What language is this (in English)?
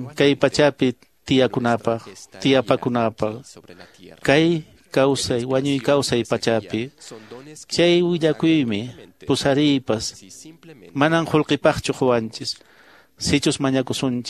Quechua